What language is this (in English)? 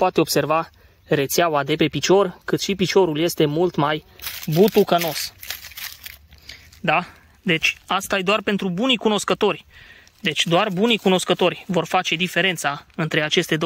Romanian